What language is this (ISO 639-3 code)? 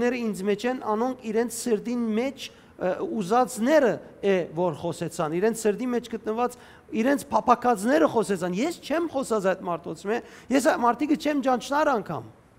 hyw